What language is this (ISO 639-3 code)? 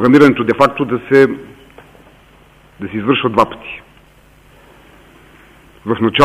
bul